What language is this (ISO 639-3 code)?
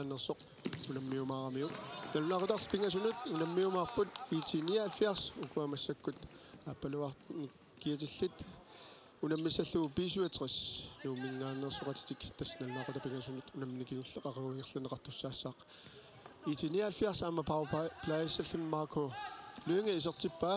kal